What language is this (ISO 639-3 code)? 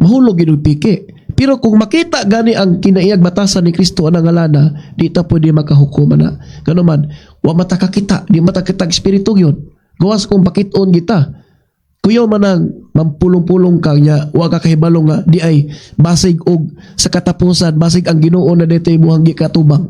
ceb